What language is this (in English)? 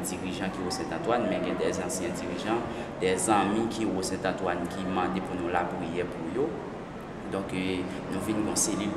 Haitian Creole